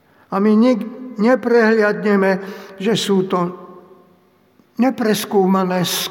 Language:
Slovak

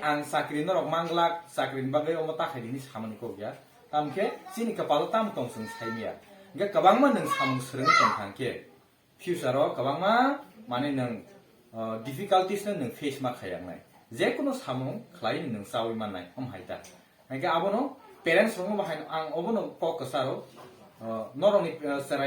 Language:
Kok Borok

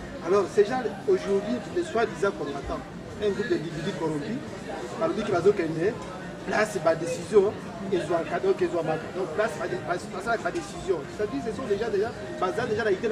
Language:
Lingala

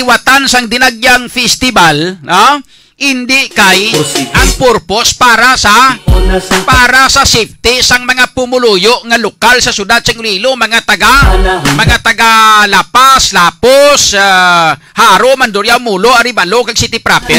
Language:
Hiligaynon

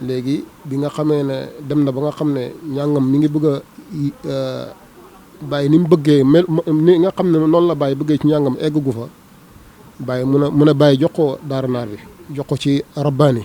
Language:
Wolof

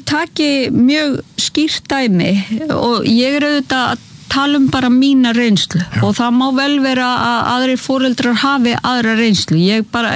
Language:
Icelandic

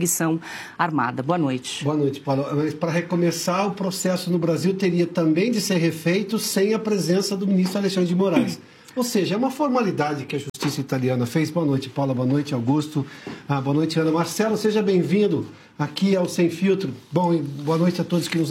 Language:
Portuguese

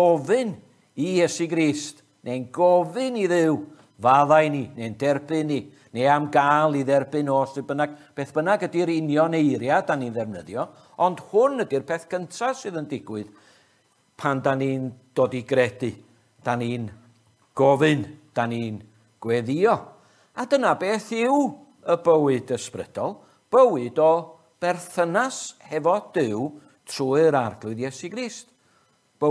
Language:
Welsh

